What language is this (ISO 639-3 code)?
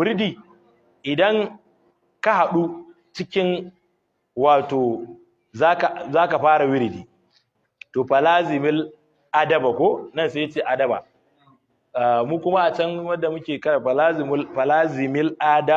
hau